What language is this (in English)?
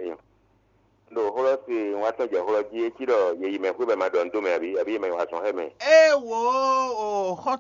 Fon